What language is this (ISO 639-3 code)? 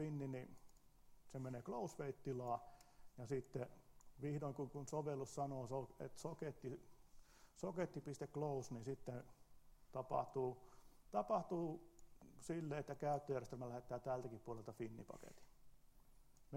fin